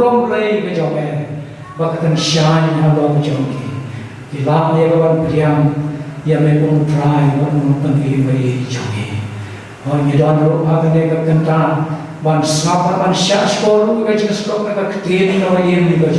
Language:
Khasi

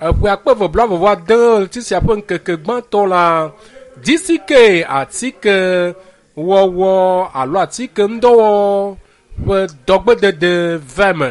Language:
Ewe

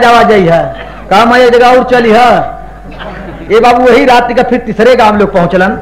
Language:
Bhojpuri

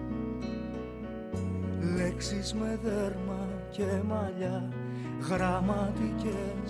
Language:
Greek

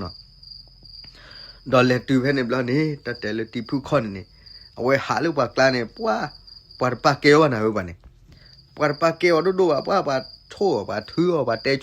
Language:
S'gaw Karen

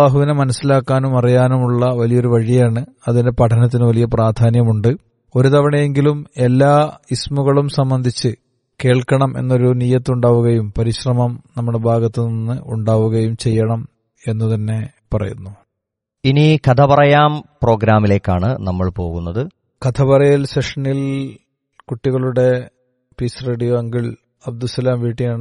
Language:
Malayalam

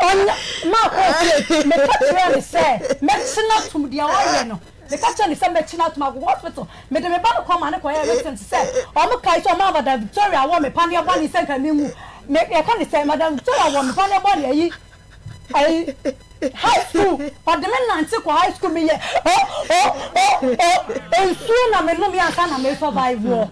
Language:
Akan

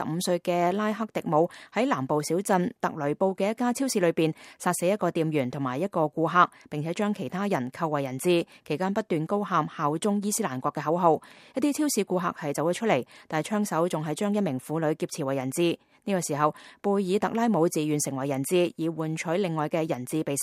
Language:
Cantonese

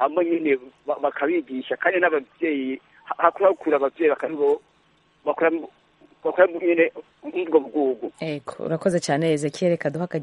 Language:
Kinyarwanda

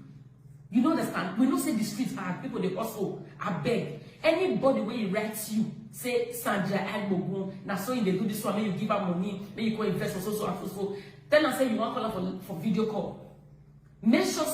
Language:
Nigerian Pidgin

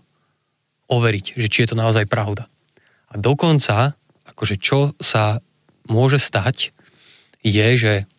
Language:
Slovak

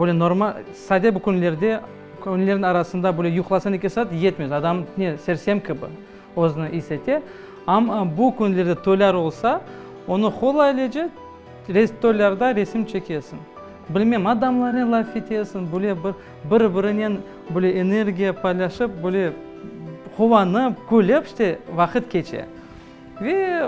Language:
Crimean Tatar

